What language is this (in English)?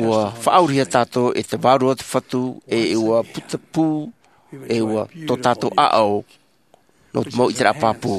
Tahitian